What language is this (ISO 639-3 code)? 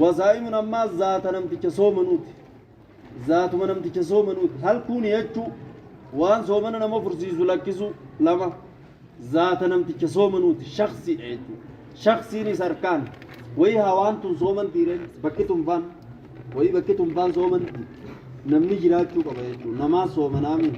orm